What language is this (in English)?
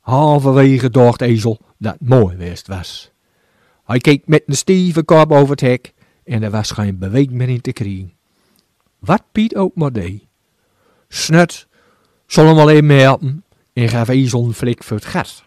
Gronings